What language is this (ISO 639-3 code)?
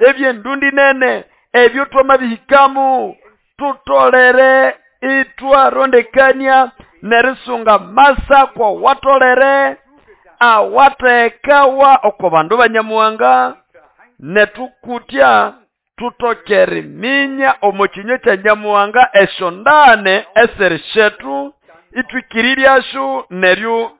nnb